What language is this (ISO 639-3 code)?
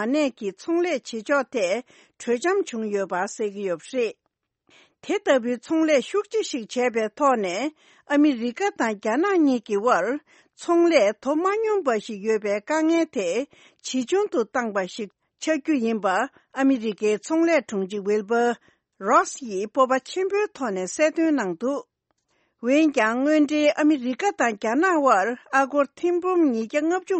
bod